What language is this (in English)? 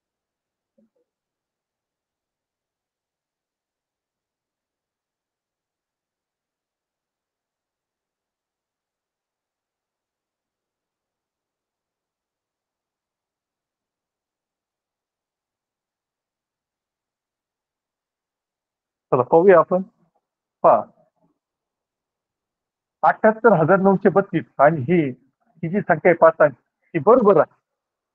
Marathi